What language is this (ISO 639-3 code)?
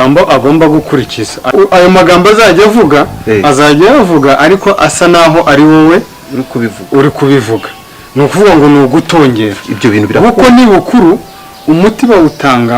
kin